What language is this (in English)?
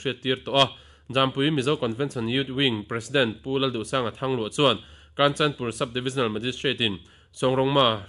Mizo